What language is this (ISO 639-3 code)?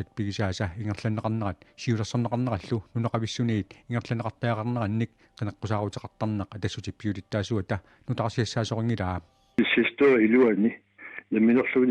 kal